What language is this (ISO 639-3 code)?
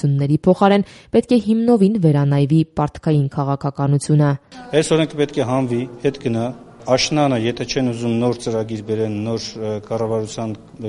hye